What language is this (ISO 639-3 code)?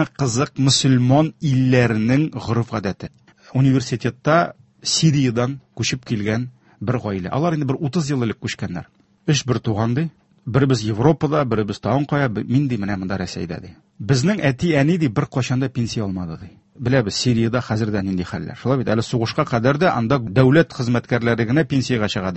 tat